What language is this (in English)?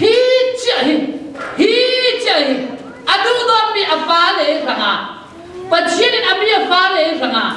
Falam Chin